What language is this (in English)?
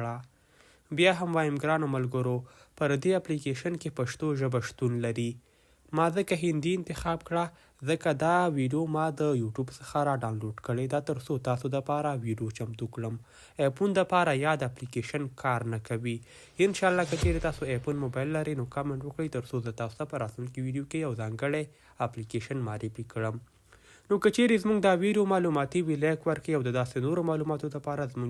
Pashto